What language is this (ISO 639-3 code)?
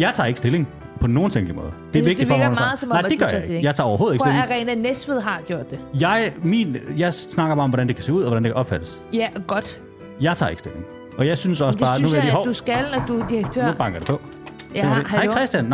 dan